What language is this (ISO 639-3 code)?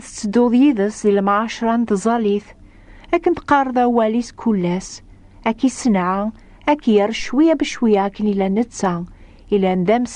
kab